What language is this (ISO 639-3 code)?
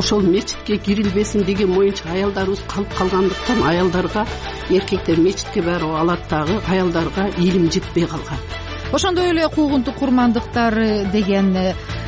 kir